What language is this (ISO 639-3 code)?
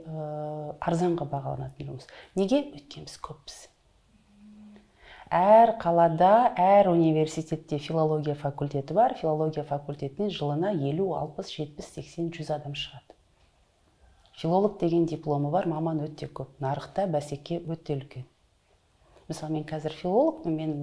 kaz